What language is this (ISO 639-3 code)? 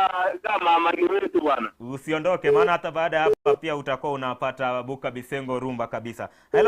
guz